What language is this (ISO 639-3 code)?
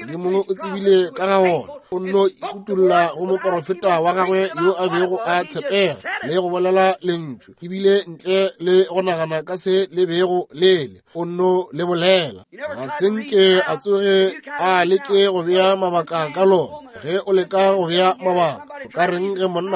nso